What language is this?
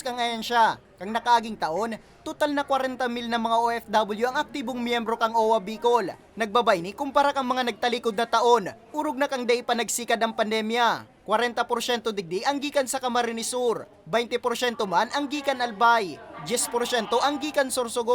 Bikol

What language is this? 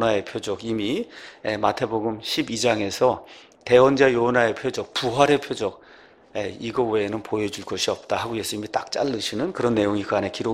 Korean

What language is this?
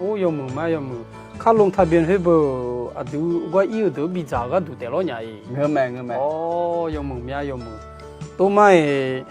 Akha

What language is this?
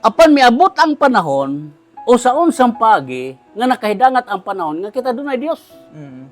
Cebuano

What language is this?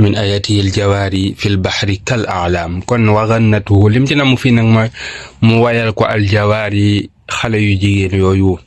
Wolof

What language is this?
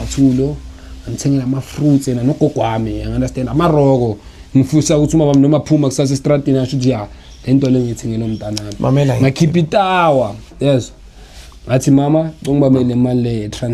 Zulu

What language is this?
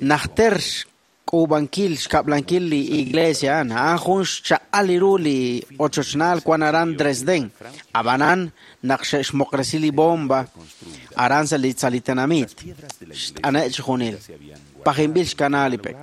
Kekchí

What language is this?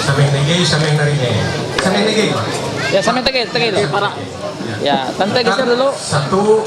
Ma'anyan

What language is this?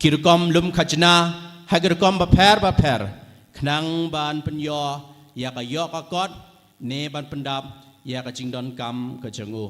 Khasi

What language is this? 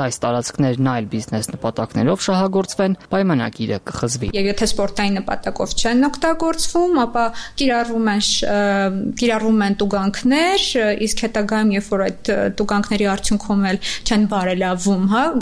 Armenian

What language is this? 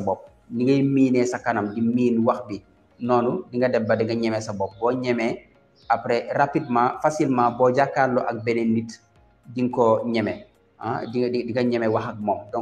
Wolof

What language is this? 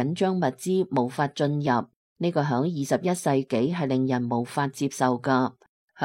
Cantonese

